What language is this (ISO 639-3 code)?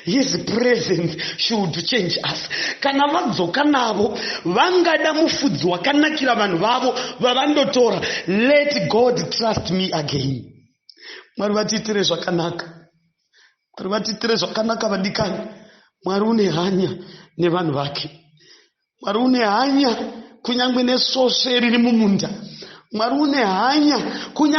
sna